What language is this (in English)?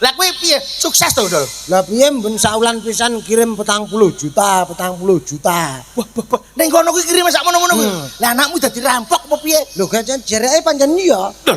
Javanese